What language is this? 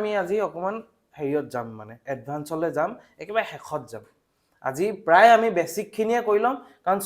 Assamese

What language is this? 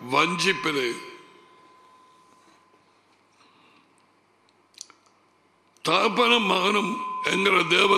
Tamil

